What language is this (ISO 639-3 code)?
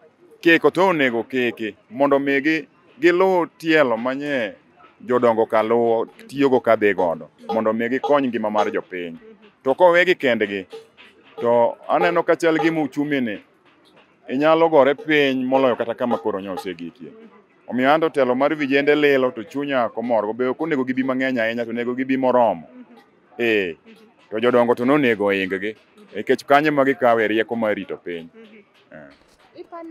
luo